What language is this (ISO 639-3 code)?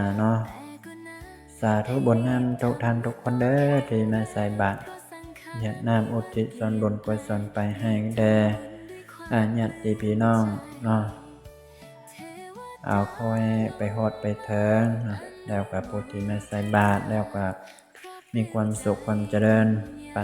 lao